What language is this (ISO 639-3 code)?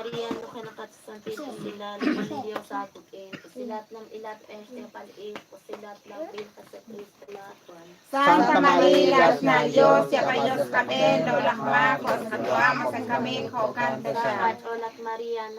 kek